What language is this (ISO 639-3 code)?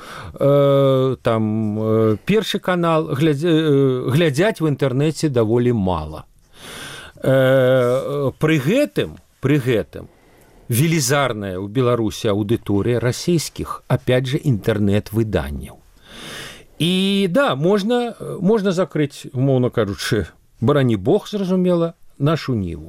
bel